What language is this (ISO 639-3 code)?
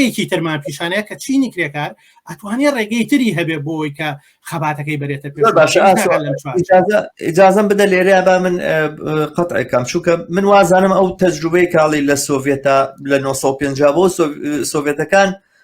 ckb